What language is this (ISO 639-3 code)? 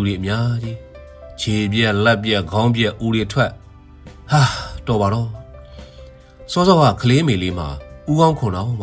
mya